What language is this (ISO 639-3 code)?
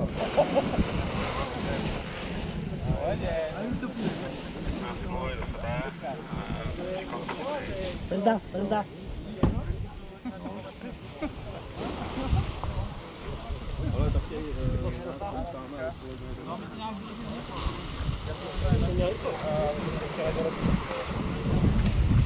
slk